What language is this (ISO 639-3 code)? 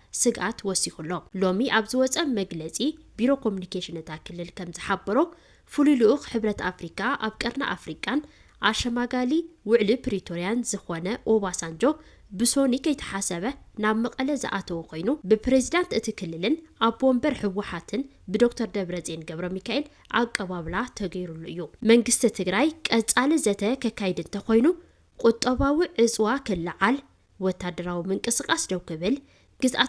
tir